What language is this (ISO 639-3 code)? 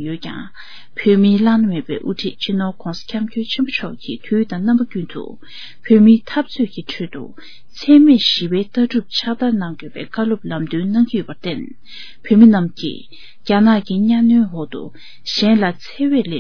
bod